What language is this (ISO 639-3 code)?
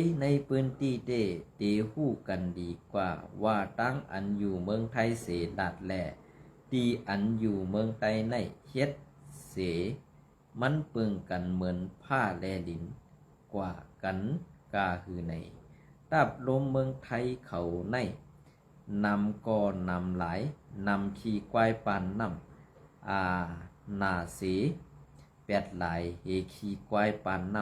shn